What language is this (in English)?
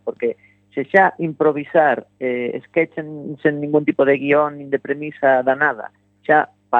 Galician